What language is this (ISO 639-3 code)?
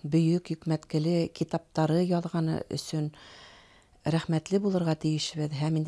bak